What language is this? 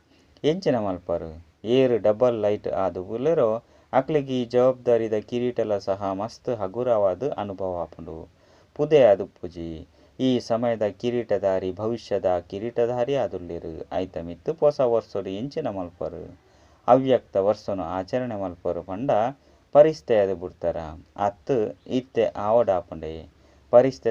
Tulu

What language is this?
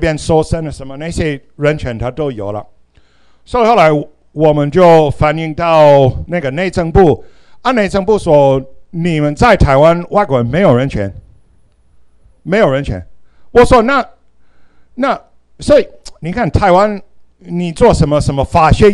Chinese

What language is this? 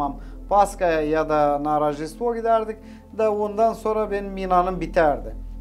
Gagauz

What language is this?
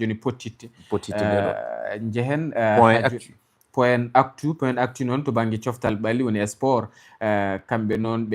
Fula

